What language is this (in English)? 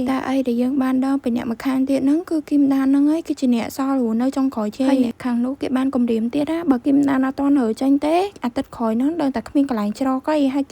Khmer